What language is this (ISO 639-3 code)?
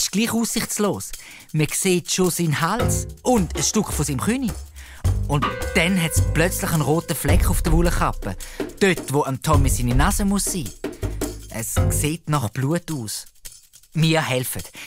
gsw